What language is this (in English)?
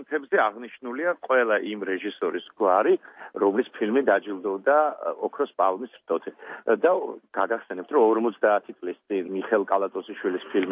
Georgian